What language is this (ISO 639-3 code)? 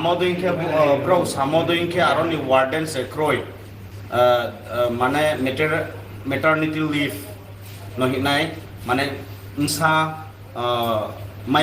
ria